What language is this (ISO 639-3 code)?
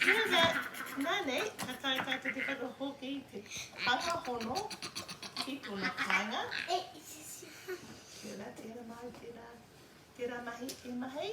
mri